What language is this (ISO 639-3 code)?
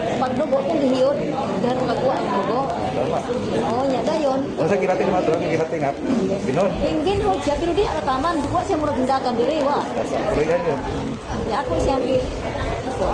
ceb